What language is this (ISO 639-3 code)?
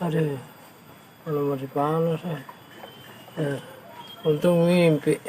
bew